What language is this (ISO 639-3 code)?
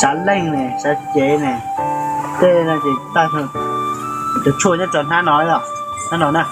hmn